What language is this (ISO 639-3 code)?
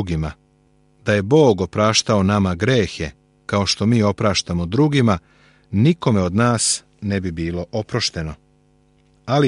srp